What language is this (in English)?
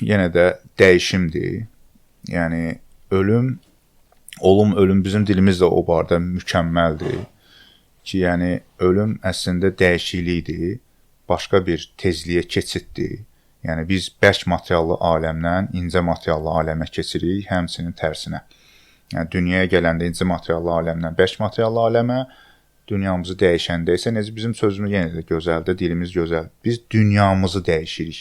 Azerbaijani